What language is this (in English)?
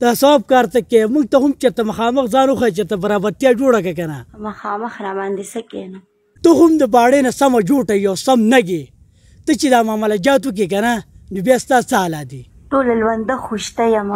Pashto